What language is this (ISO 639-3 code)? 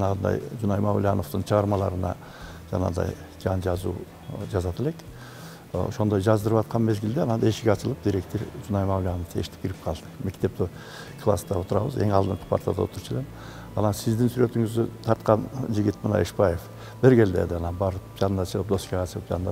kir